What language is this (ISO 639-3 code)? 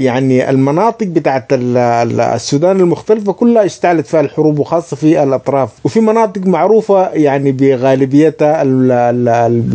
apd